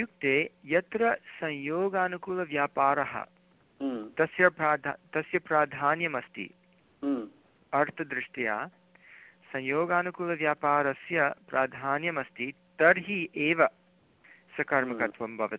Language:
Sanskrit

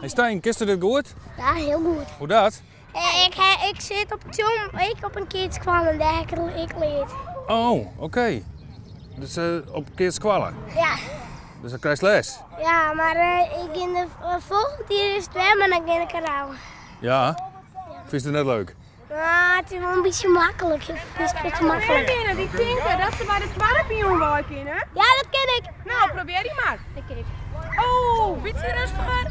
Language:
Western Frisian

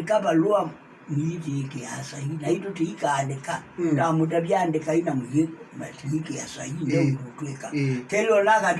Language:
Kamba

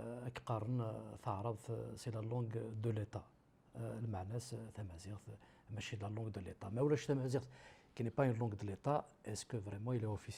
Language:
Kabyle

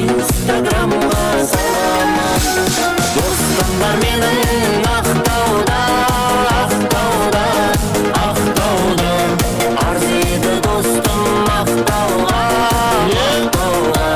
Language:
Kara-Kalpak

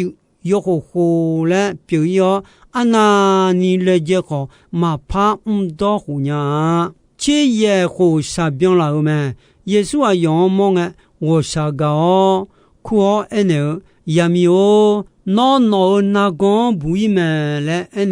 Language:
Akha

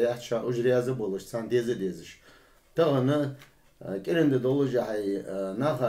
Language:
Ingush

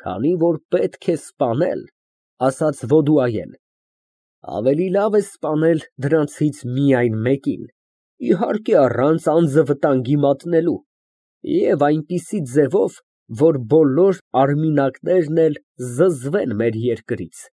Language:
Armenian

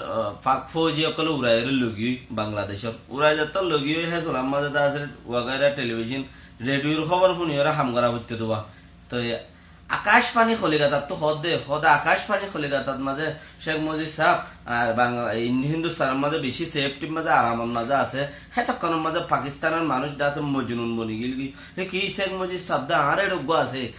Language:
Rohingya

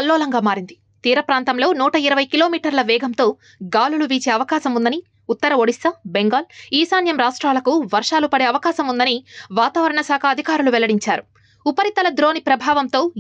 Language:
Telugu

